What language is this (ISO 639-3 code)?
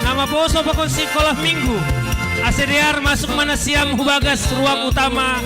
bts